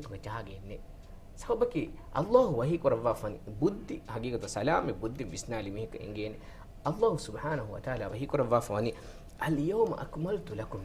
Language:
Divehi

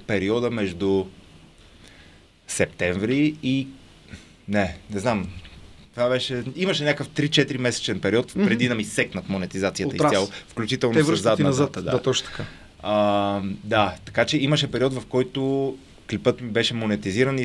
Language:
Bulgarian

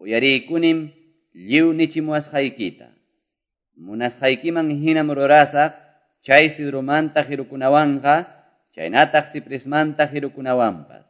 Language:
Quechua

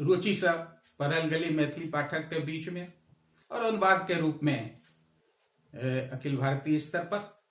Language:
Maithili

